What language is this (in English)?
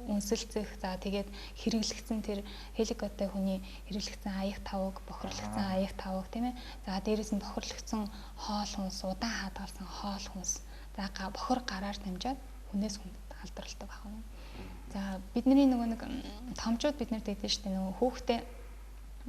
Mongolian